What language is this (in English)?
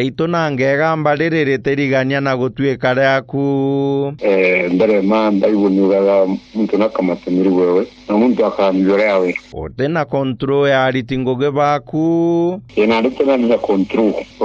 Meru